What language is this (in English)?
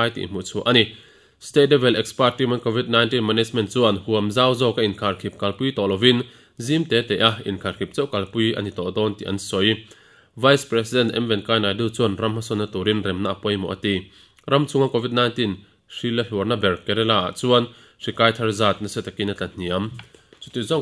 Mizo